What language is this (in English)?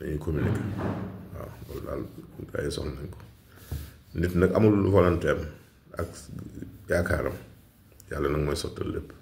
Wolof